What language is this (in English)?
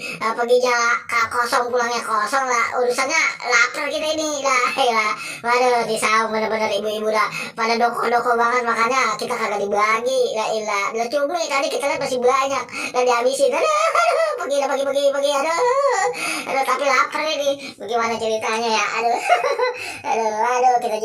Betawi